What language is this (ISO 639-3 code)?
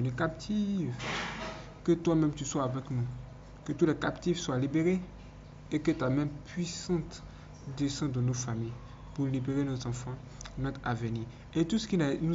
fra